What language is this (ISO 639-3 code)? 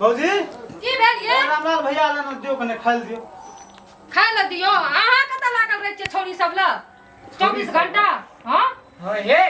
mai